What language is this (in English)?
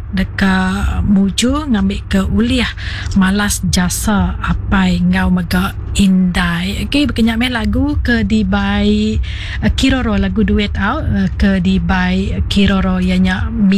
Iban